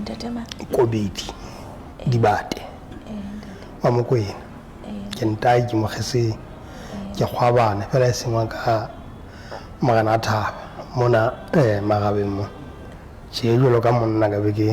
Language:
Southern Sotho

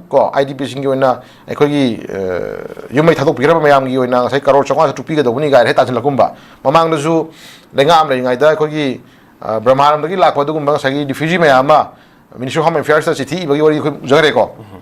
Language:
Manipuri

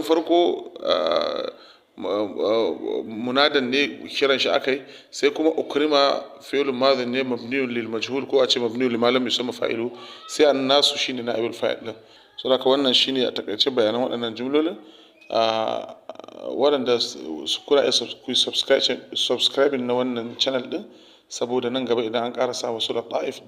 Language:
Hausa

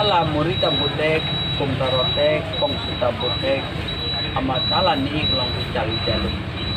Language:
Karbi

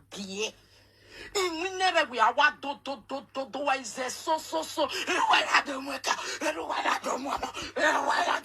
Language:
Nigerian Pidgin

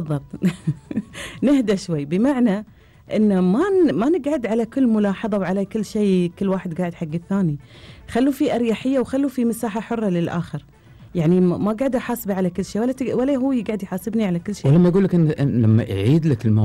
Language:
Gulf Arabic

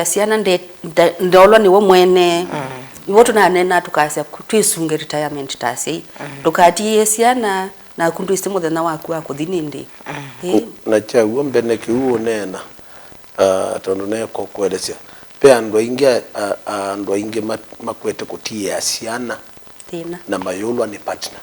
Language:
Kamba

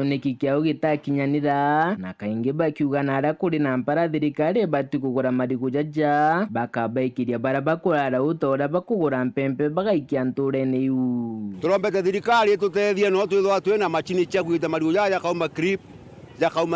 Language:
Meru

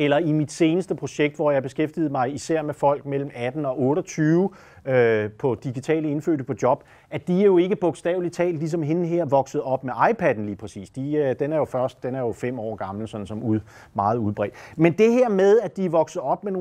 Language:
Danish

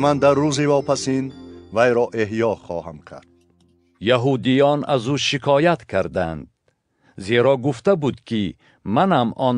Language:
Tajik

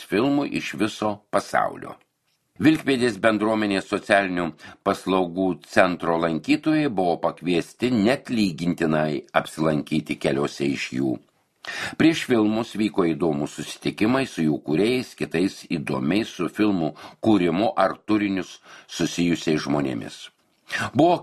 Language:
Lithuanian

